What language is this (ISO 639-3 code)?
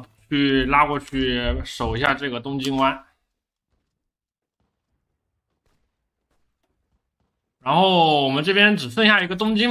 zho